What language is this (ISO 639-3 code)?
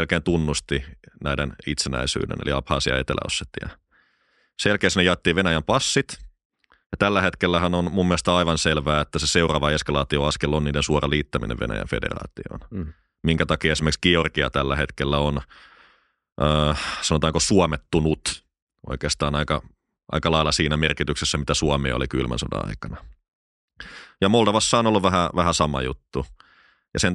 fin